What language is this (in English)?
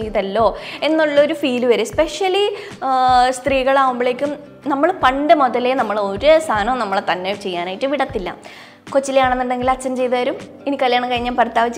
Malayalam